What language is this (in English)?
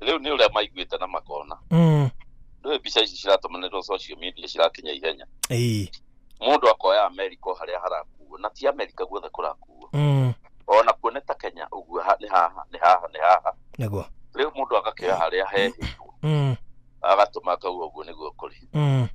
Kikuyu